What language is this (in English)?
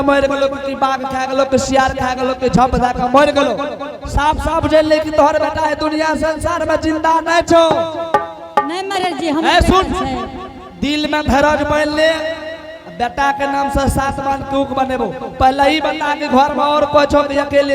Angika